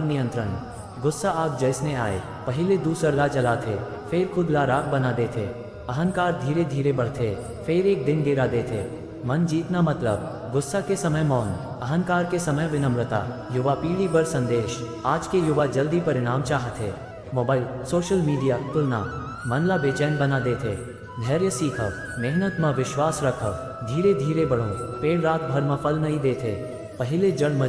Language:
Chhattisgarhi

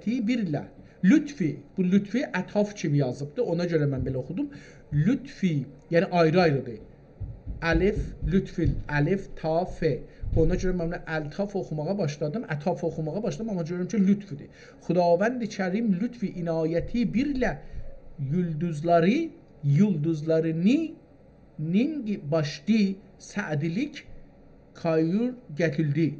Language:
South Azerbaijani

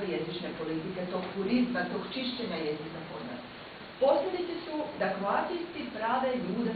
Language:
Croatian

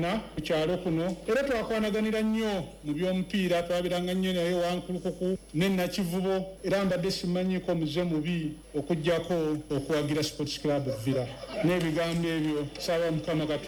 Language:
Ganda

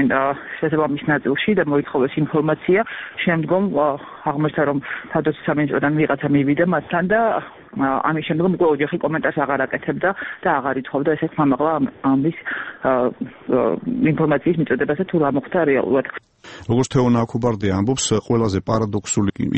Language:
Georgian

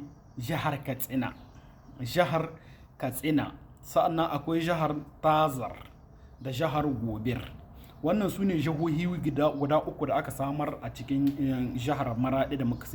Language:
Hausa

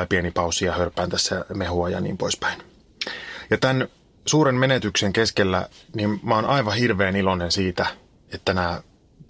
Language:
Finnish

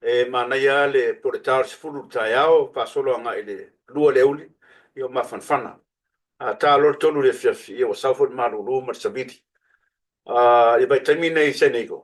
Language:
Samoan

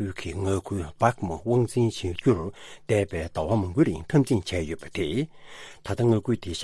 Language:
Tibetan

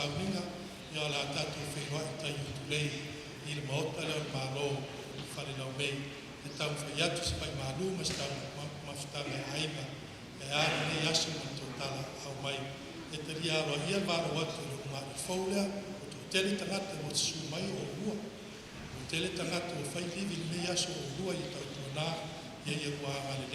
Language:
Samoan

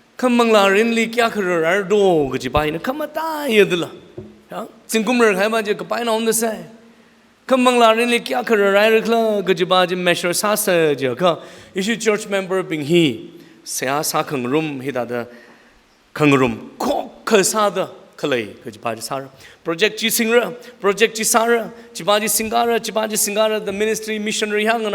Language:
Tangkhul Naga (India)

